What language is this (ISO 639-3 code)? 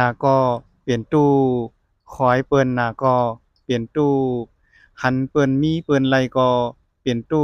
shn